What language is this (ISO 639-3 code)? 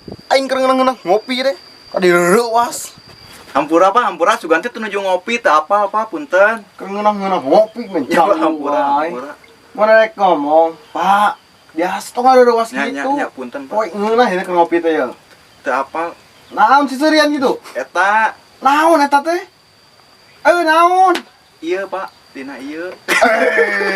sun